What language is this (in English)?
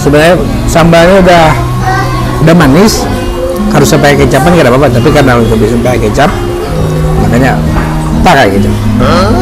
Banjar